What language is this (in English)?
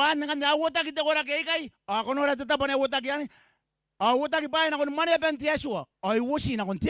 Gilbertese